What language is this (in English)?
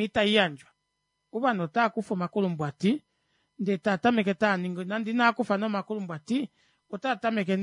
Kuanyama